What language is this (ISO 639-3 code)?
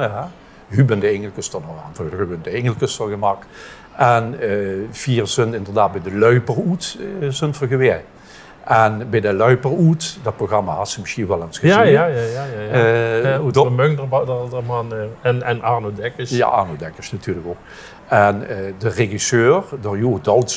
lim